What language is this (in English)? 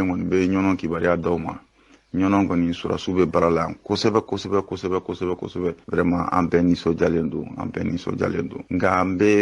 Bambara